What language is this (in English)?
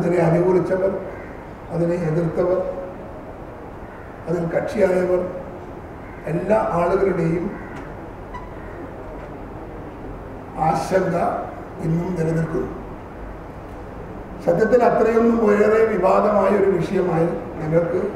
Malayalam